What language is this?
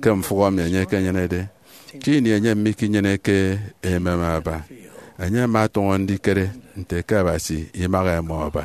Efik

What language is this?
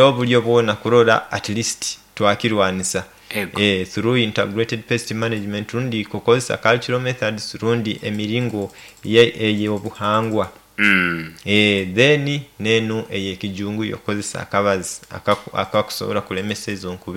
Nyoro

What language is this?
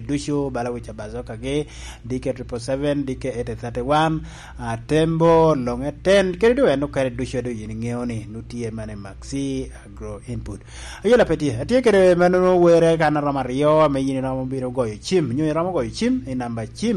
Lango (Uganda)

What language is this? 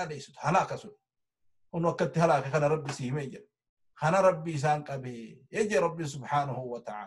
Oromo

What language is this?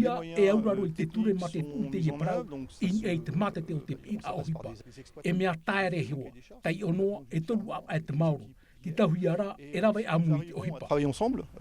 Tahitian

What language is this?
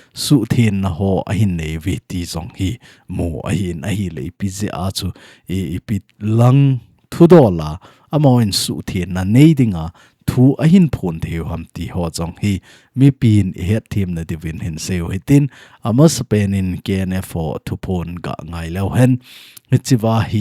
Thado Chin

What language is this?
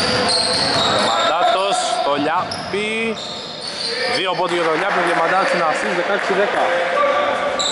Greek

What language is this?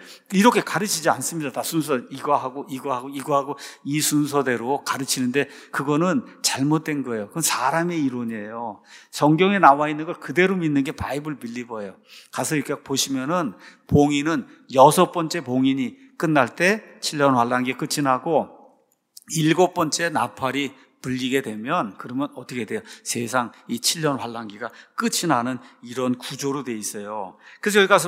Korean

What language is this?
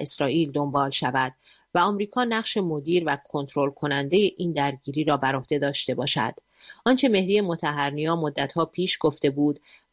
Persian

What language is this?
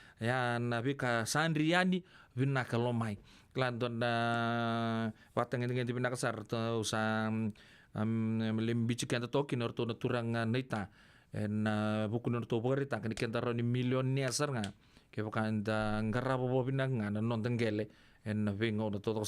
Fijian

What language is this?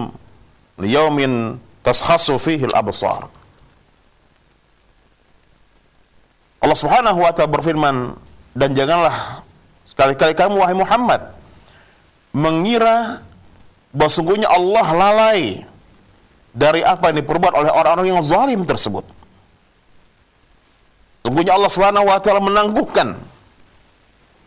Indonesian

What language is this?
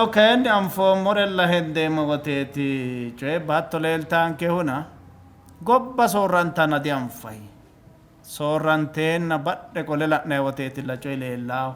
Sidamo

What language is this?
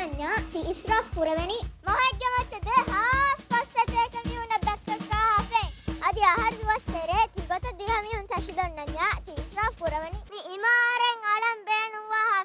Divehi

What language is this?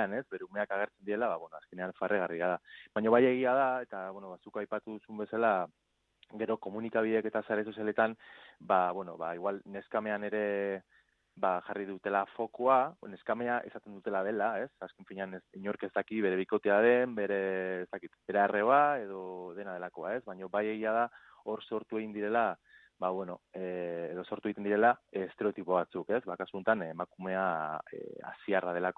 Basque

